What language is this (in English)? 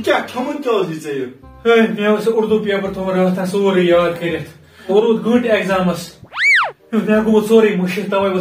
Kashmiri